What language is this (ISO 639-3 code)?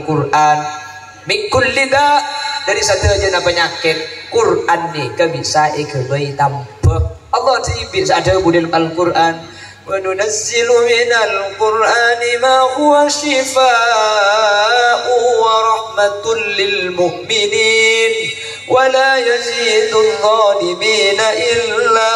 mad